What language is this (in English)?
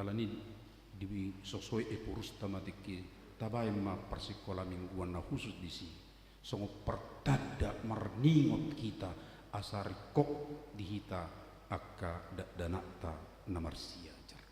Batak Toba